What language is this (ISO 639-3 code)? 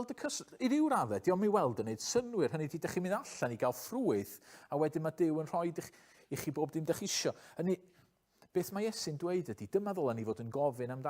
cym